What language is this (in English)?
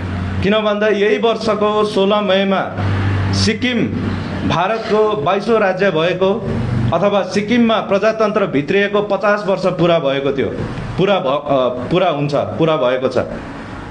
Nepali